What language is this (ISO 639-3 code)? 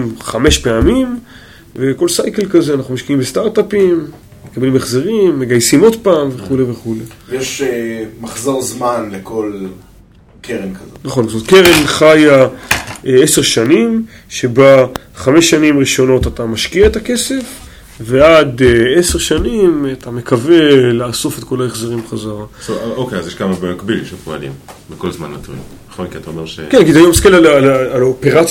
heb